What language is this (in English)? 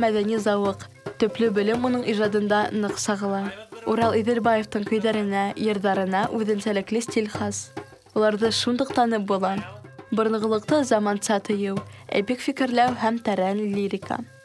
Bashkir